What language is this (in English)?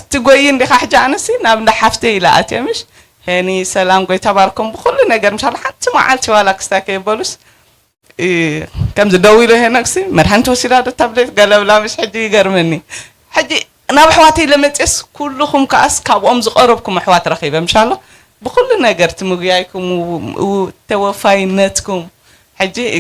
Tigrinya